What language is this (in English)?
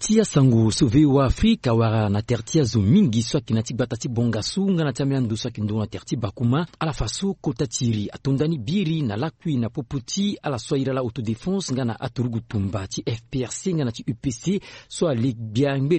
Sango